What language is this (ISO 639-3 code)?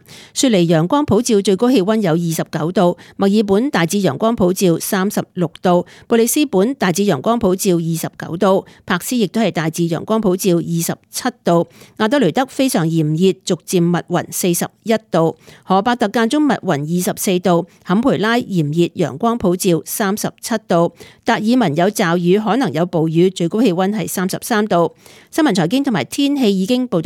yue